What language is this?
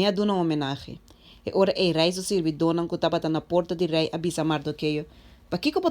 Papiamento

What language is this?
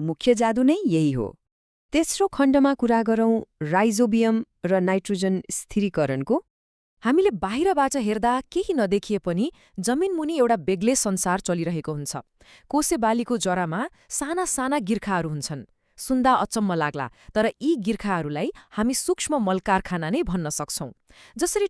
Nepali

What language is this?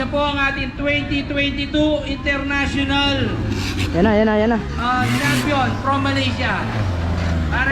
Bikol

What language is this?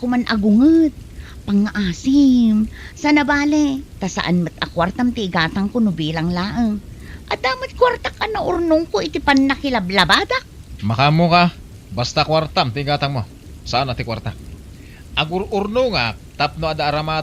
Iloko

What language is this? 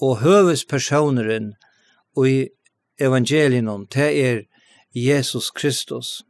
Faroese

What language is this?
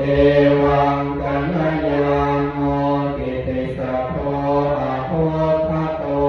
Pali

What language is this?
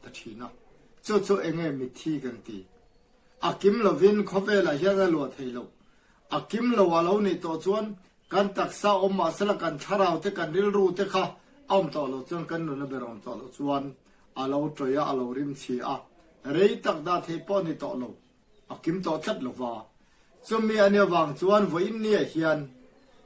Mizo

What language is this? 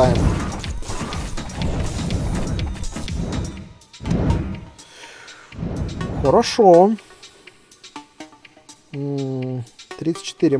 Russian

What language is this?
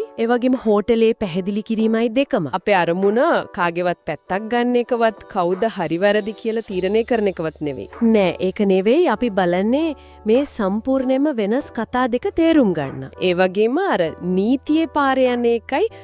Sinhala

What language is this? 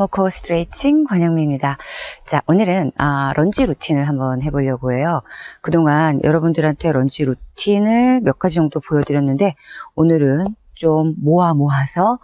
Korean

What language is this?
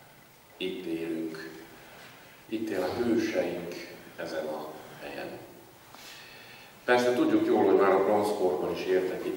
Hungarian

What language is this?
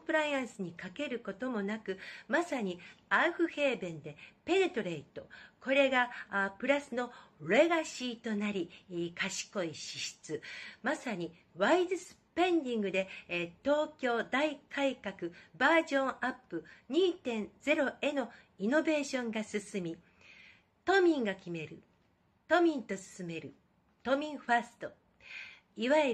Japanese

